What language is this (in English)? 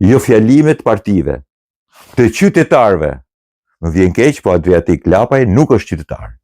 Albanian